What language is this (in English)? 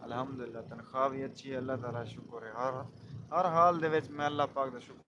Saraiki